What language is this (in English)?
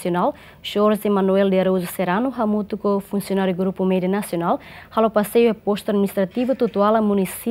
Tetum